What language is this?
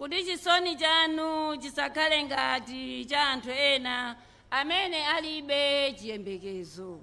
Nyanja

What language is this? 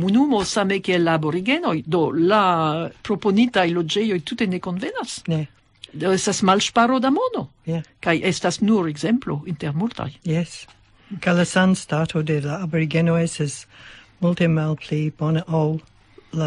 Esperanto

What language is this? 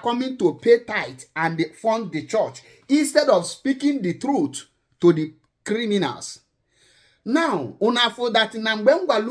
Igbo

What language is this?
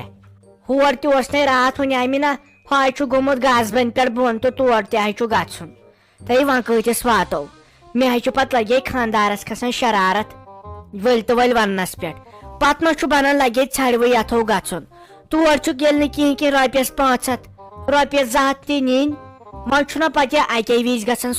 Kashmiri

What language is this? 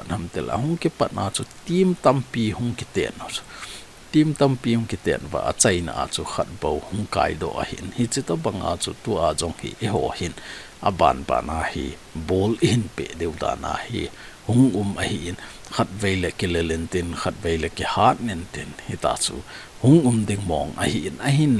Thado Chin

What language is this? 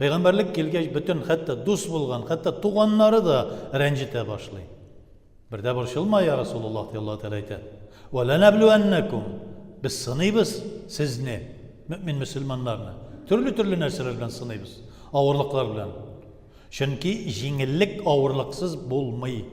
Tatar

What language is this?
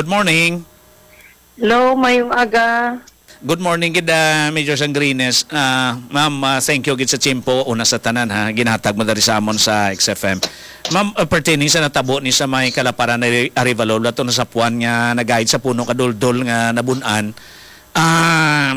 Hiligaynon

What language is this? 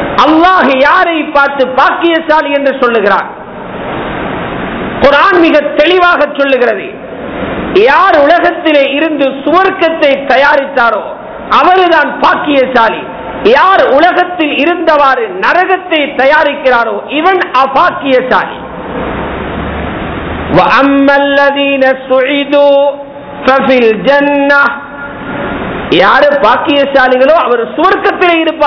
Tamil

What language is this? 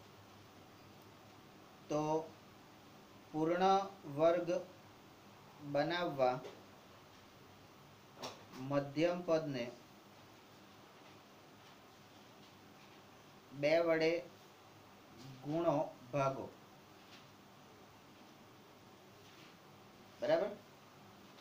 Gujarati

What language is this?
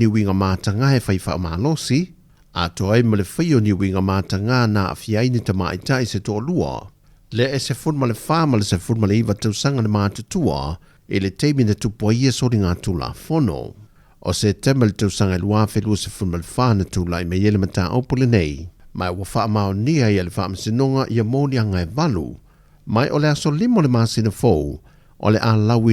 Samoan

